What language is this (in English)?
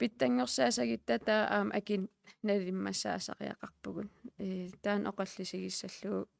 Kalaallisut